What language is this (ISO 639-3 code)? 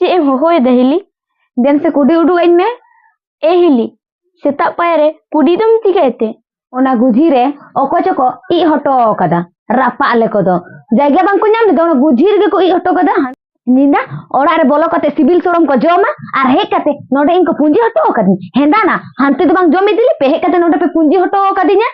sat